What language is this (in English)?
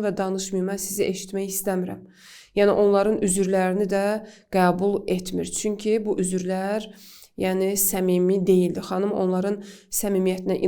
Azerbaijani